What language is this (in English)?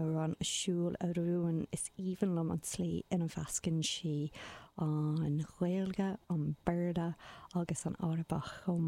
Irish